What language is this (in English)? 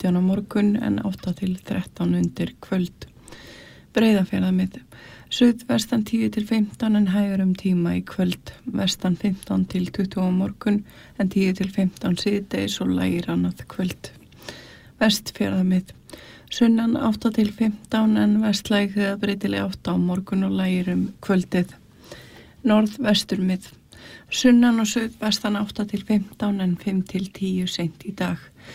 Icelandic